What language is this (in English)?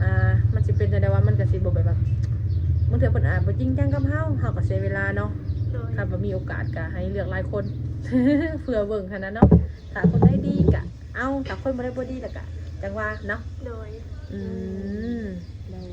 Lao